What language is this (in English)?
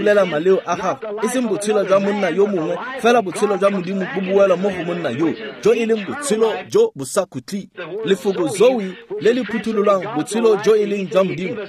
Tswana